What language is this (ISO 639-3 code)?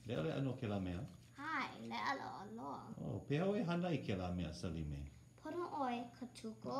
haw